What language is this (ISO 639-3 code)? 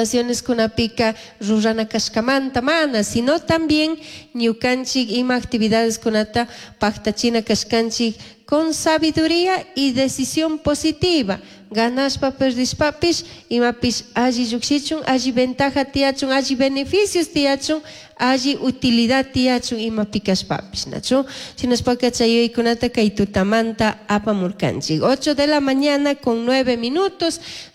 qug